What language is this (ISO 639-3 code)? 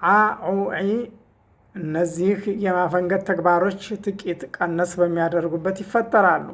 amh